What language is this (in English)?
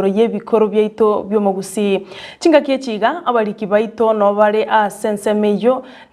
Gusii